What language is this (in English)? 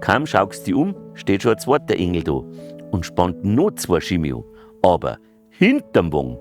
Bavarian